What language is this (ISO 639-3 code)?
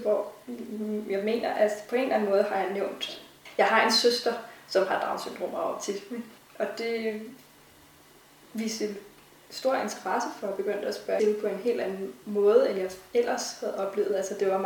dan